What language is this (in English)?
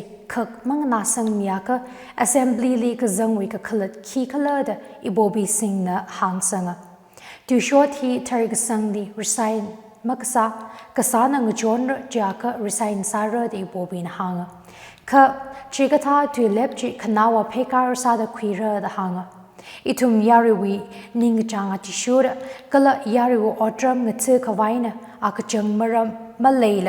Tangkhul Naga (India)